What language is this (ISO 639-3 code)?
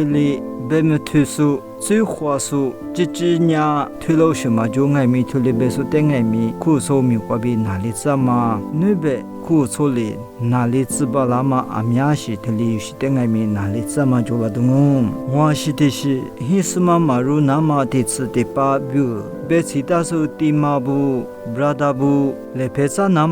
lis